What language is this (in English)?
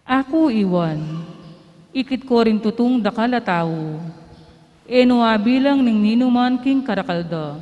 Pampanga